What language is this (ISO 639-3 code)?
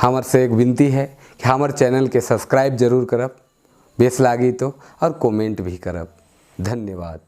sck